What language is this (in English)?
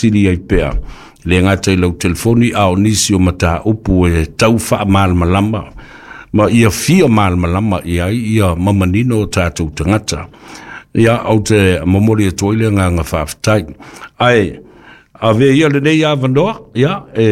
Samoan